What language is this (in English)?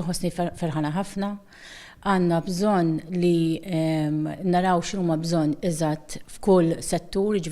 Maltese